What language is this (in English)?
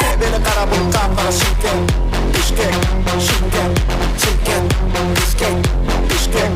Kara-Kalpak